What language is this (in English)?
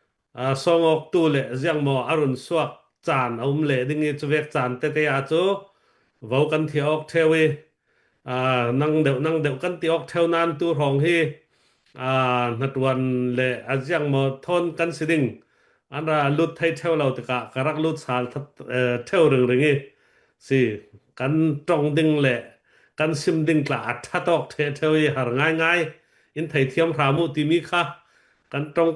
Falam Chin